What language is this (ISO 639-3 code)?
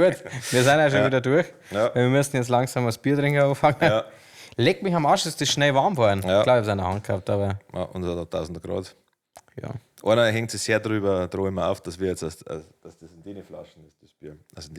bar